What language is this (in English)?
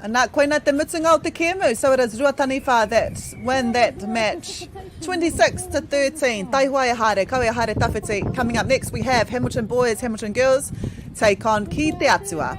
Māori